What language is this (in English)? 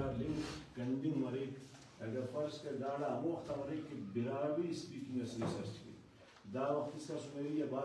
Brahui